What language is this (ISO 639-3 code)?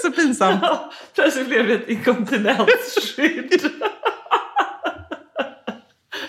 swe